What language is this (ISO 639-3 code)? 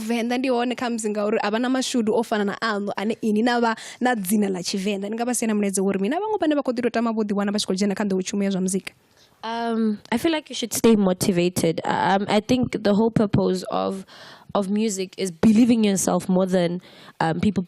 ven